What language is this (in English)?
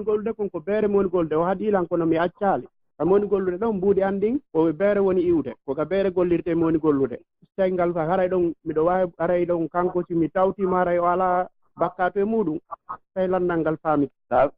Pular